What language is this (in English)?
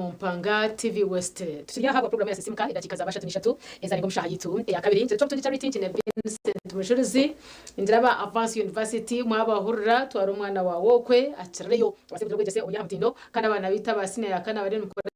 Nyankole